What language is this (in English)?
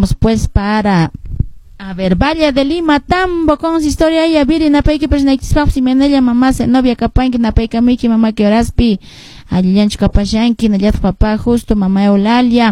Quechua